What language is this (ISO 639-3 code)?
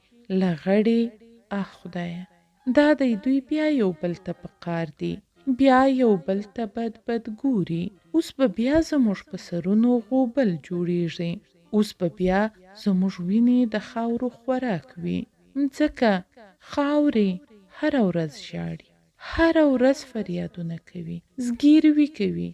pus